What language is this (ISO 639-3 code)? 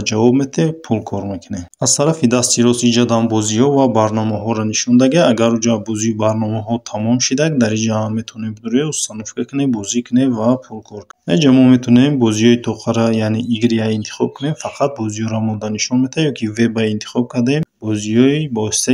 tgk